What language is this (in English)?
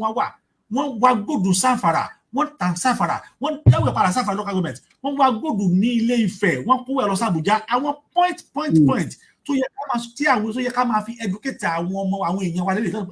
Yoruba